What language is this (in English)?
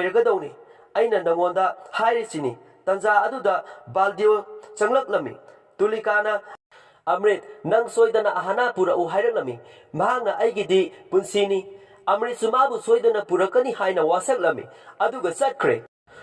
Manipuri